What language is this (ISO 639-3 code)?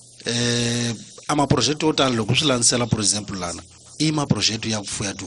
tso